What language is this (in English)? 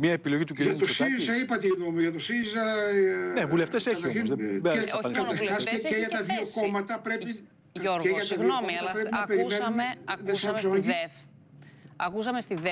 Greek